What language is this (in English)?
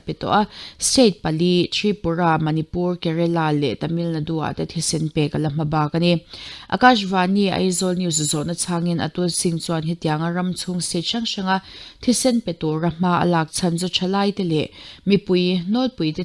Mizo